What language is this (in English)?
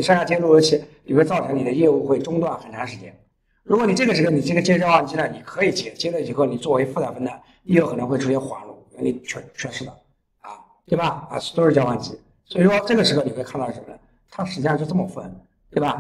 Chinese